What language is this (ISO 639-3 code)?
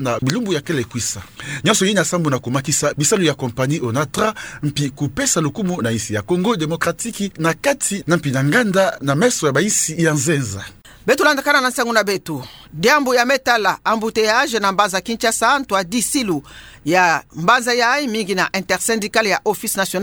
ktu